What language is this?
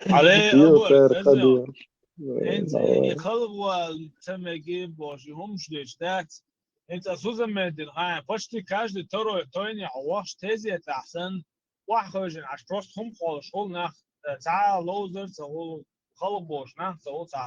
Chechen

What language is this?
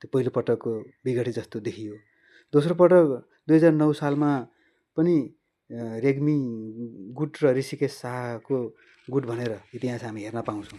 Nepali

